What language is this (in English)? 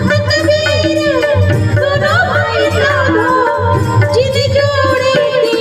Chhattisgarhi